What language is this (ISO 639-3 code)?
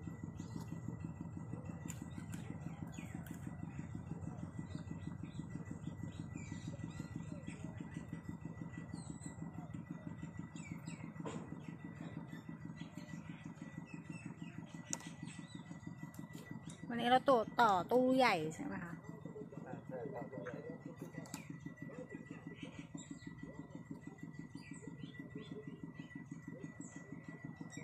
tha